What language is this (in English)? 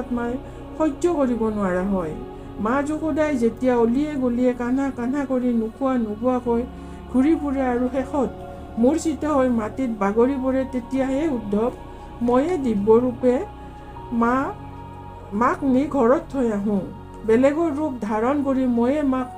Assamese